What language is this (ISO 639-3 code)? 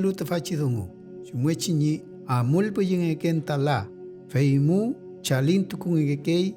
arn